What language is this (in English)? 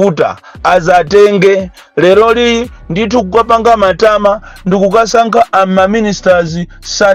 Nyanja